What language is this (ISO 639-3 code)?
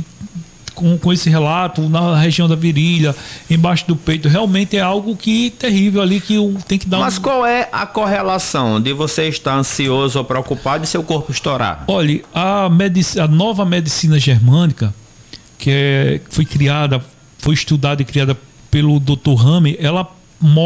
por